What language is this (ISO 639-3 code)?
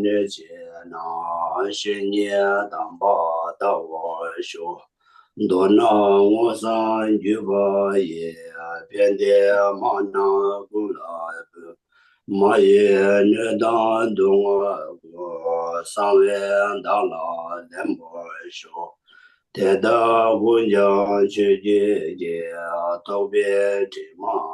bod